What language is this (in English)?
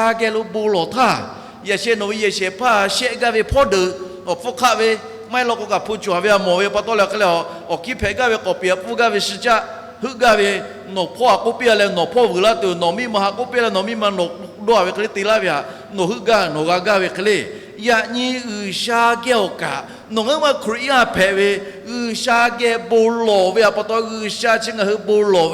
Lahu